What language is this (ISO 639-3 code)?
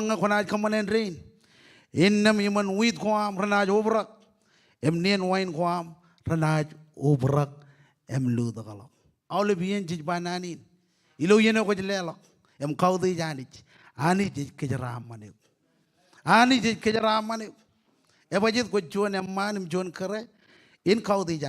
mah